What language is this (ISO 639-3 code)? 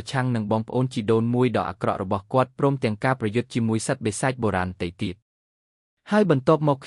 khm